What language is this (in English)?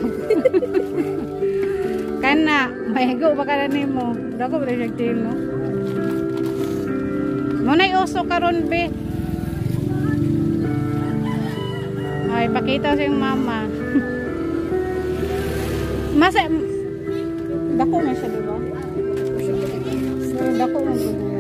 Cebuano